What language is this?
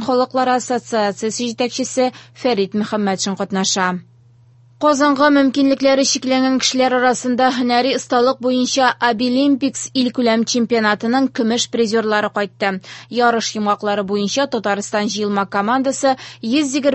Tatar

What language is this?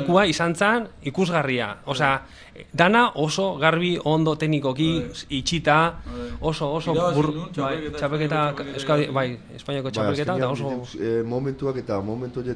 Basque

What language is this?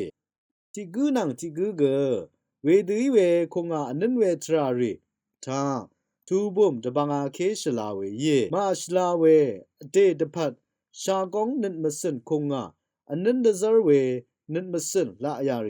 Rawang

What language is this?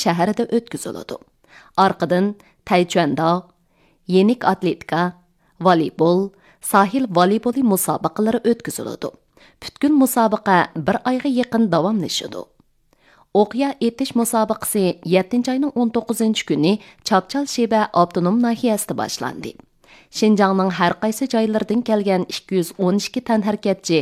Uyghur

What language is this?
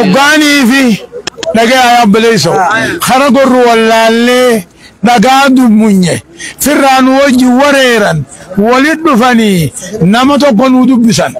Oromo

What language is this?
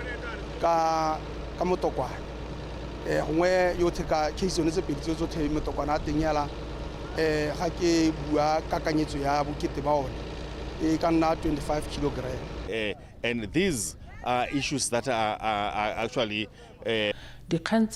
Tswana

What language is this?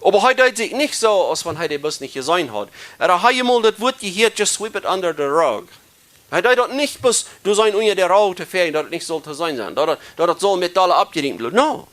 Plautdietsch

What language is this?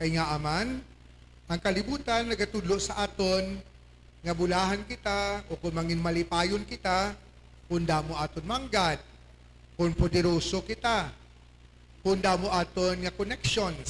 Hiligaynon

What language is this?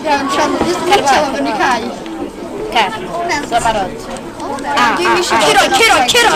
Welsh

